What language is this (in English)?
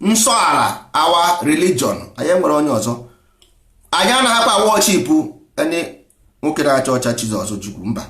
Igbo